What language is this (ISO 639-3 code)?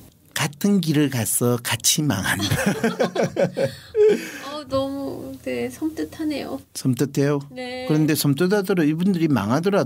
kor